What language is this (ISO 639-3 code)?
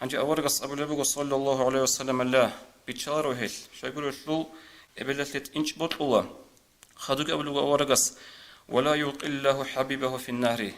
ava